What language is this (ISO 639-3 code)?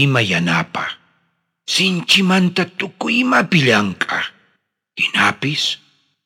quh